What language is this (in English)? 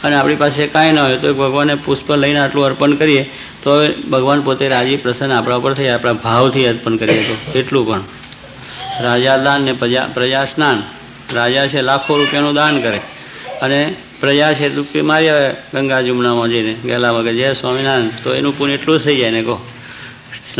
Gujarati